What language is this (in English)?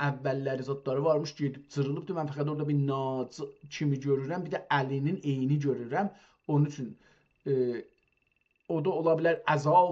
South Azerbaijani